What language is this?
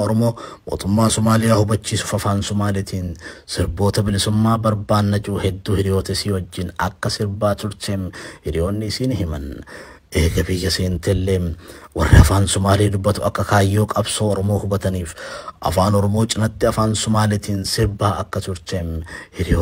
Oromo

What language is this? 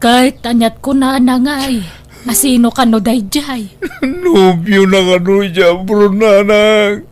Iloko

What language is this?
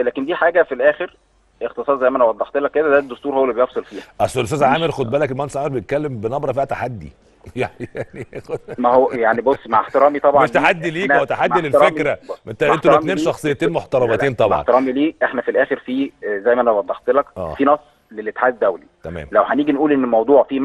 Egyptian Arabic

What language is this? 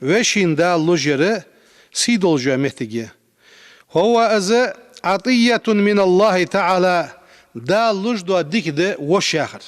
Ingush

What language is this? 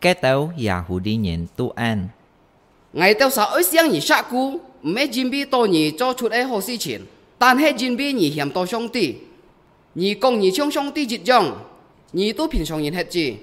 Hakka Chinese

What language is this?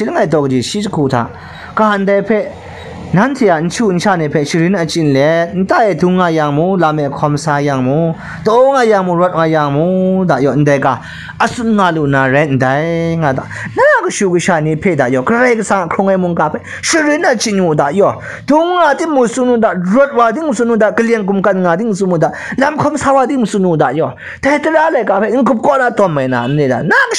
Kachin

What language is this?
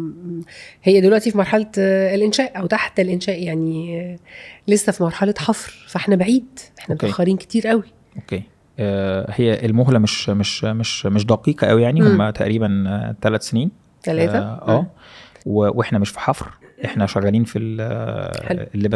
Egyptian Arabic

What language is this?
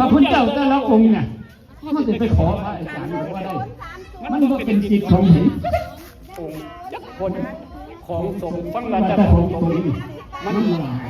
Northeastern Thai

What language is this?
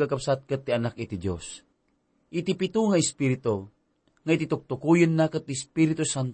Iloko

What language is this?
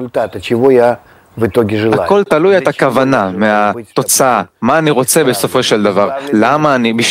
Hebrew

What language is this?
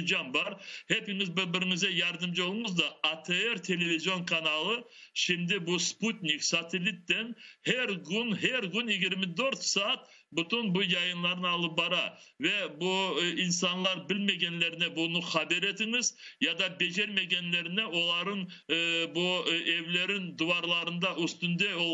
Crimean Tatar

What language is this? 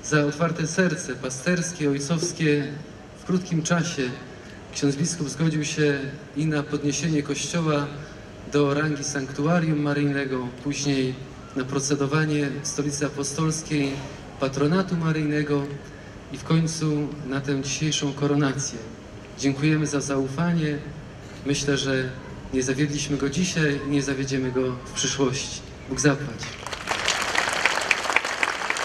Polish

